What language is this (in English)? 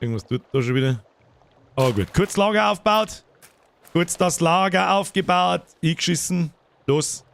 Bavarian